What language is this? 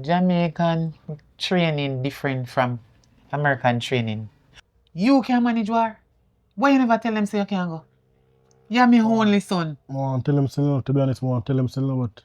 Jamaican Creole English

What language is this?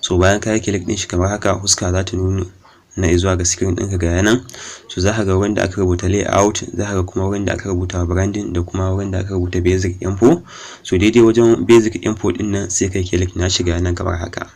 Hausa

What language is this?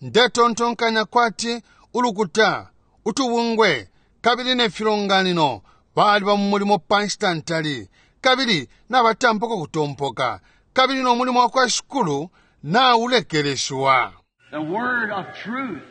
Bemba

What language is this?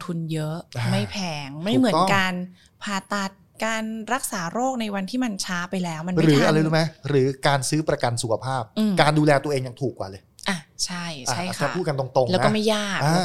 Thai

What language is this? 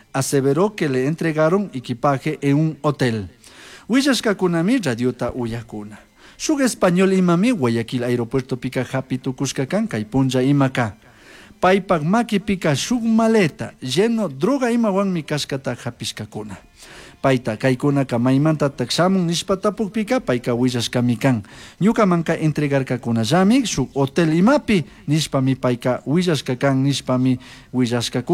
Chimborazo Highland Quichua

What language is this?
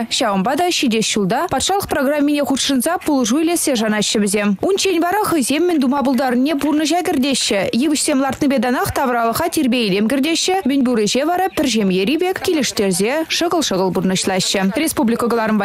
Chuvash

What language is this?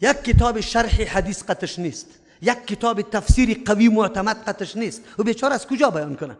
Persian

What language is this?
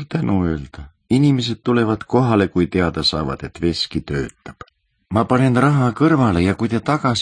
Estonian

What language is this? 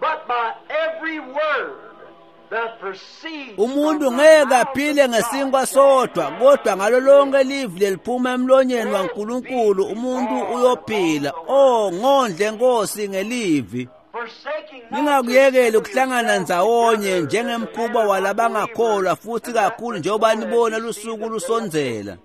Swati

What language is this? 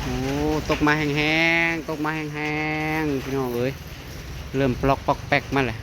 Northeastern Thai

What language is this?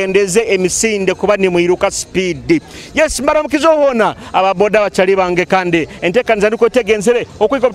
Nyoro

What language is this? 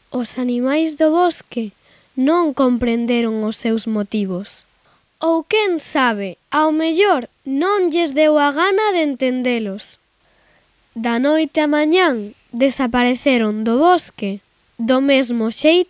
Galician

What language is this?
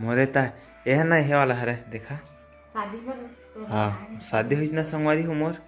Chhattisgarhi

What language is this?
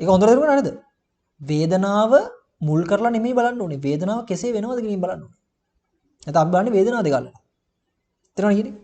Sinhala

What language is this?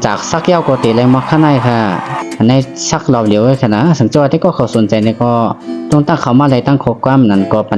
Shan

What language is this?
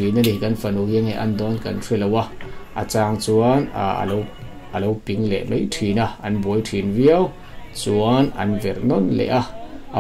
Mizo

